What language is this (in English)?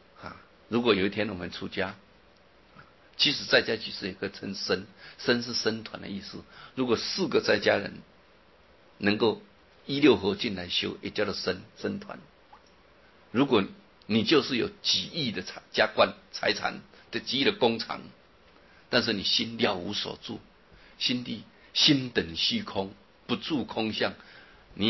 Chinese